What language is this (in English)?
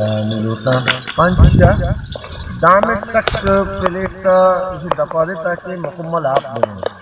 Baluchi